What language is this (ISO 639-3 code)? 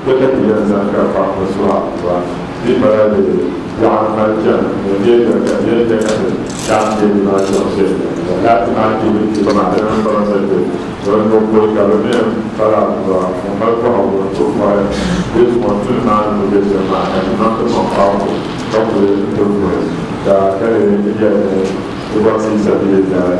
dag